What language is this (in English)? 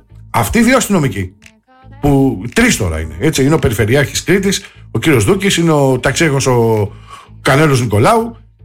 Greek